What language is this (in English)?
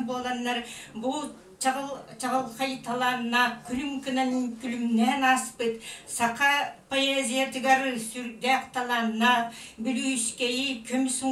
Yakut